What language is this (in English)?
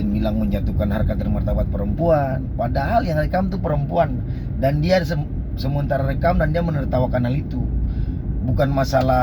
Ambonese Malay